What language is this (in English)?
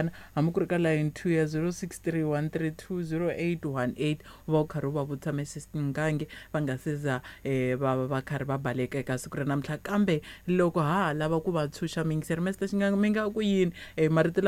Tsonga